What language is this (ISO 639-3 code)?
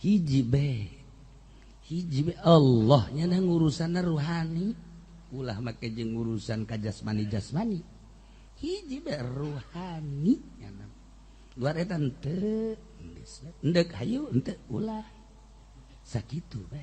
sun